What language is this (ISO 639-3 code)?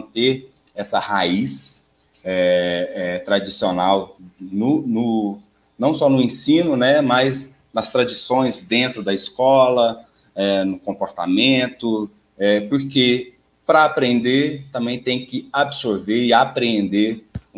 por